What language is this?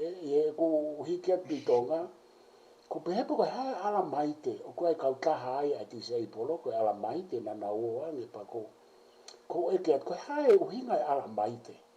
Tongan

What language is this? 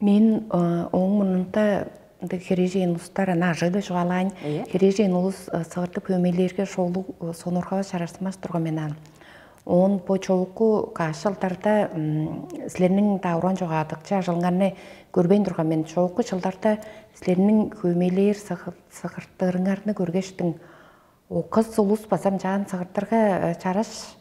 Tuvinian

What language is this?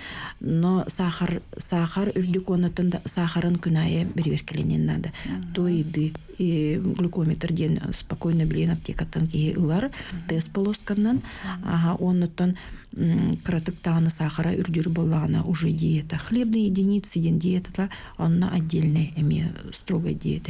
Yakut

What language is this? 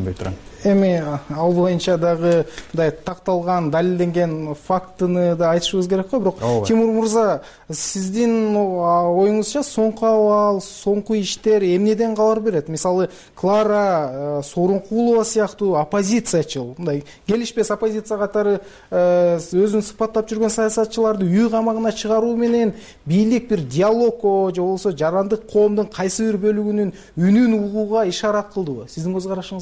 Kyrgyz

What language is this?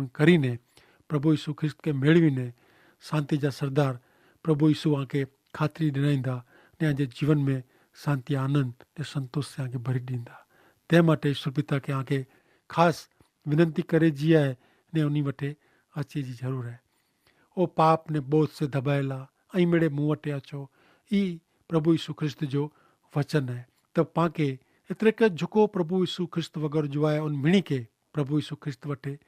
Kachhi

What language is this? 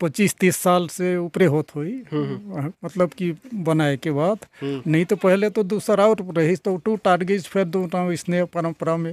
Chhattisgarhi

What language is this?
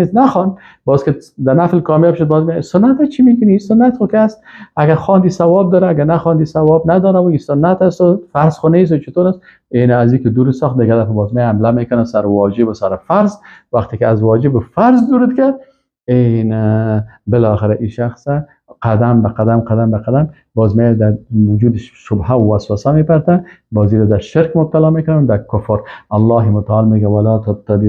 Persian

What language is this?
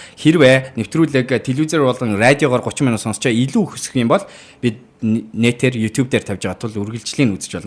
Mongolian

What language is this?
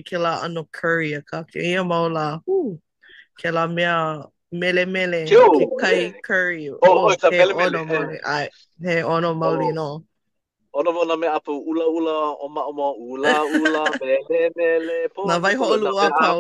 Hawaiian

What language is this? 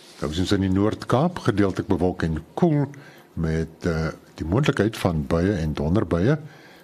Afrikaans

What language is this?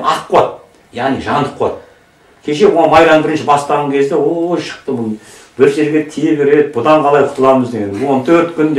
Kazakh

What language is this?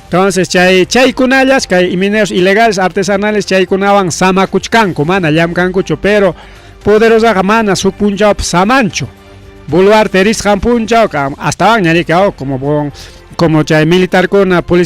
Ayacucho Quechua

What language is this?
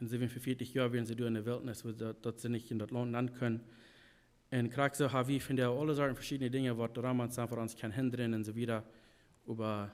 Plautdietsch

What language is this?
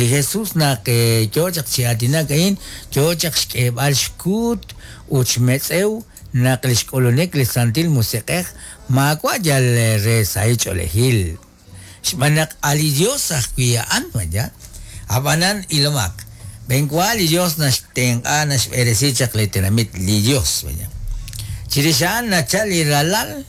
Kekchí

